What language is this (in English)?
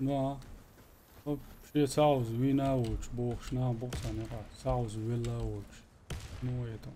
Chechen